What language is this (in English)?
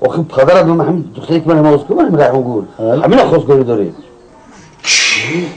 Tajik